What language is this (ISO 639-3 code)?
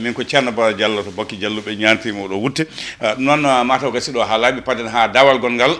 ful